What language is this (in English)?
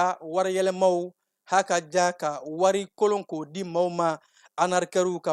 Bambara